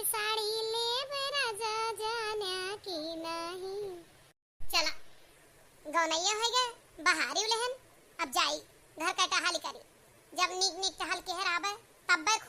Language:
Awadhi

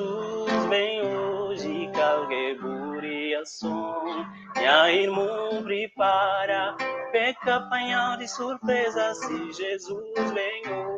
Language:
Kabuverdianu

